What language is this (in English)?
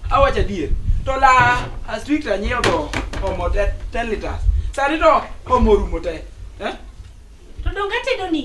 Luo (Kenya and Tanzania)